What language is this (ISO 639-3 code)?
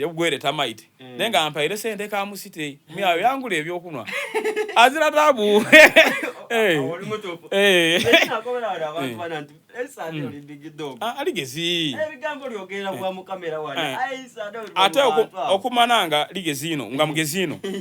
xog